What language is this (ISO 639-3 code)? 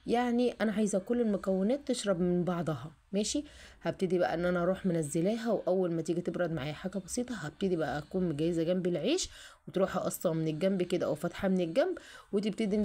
arz